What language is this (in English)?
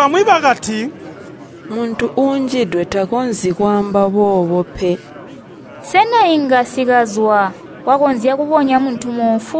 Tonga (Zambia)